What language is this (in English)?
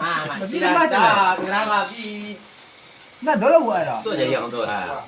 Minangkabau